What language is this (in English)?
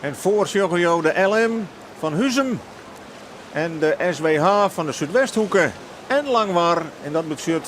Western Frisian